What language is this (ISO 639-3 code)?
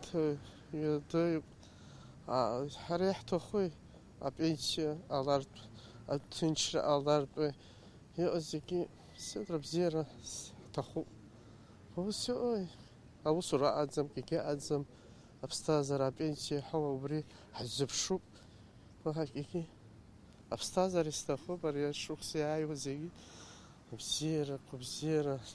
abk